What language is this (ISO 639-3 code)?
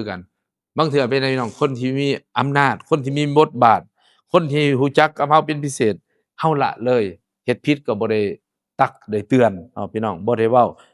lao